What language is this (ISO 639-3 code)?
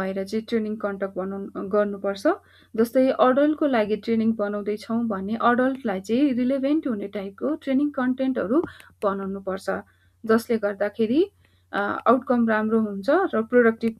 nep